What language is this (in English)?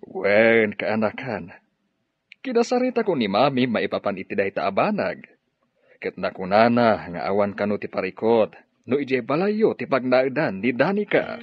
Iloko